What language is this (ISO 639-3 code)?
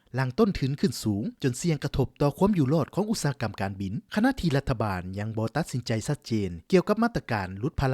lao